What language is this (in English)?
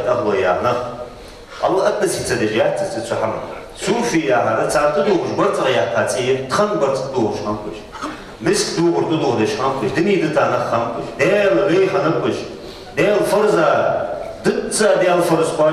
Ingush